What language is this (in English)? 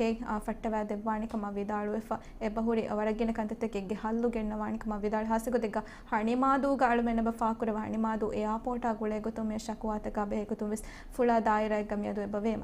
Divehi